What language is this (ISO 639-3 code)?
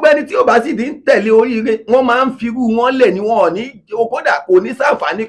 yor